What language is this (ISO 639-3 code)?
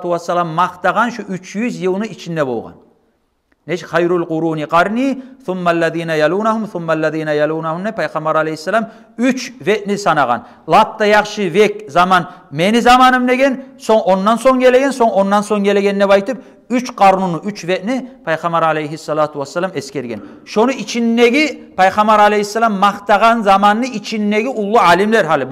kum